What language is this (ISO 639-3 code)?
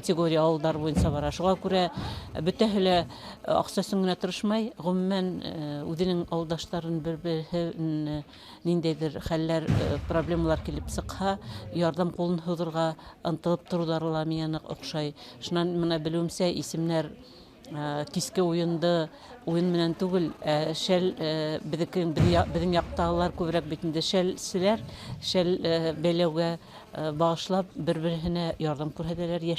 bak